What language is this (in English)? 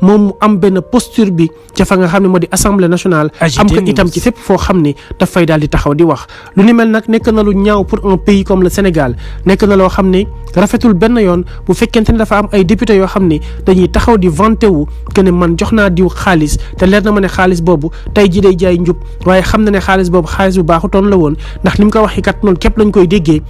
Wolof